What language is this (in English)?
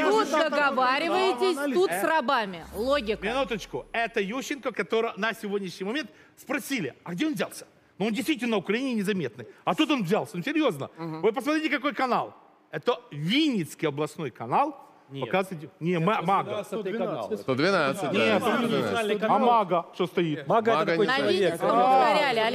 Russian